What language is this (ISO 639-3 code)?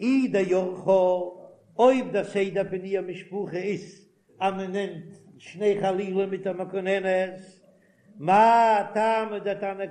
yid